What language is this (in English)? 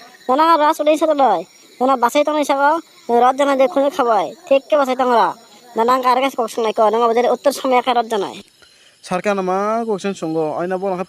Kok Borok